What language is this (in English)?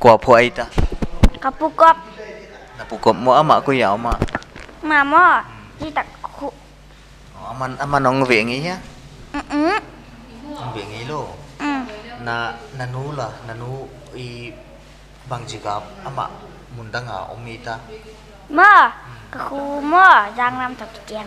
Paite Chin